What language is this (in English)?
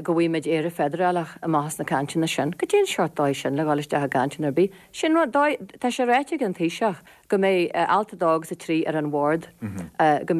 Irish